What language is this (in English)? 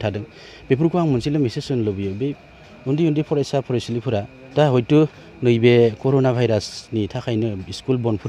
Bodo